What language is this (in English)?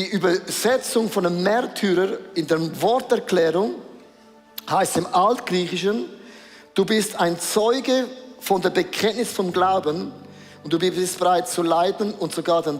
Swiss German